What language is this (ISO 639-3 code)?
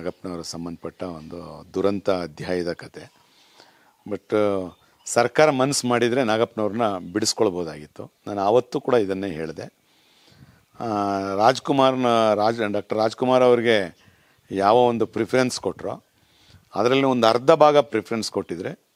kan